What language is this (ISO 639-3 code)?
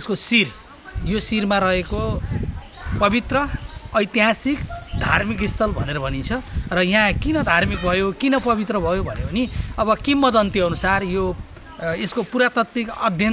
nep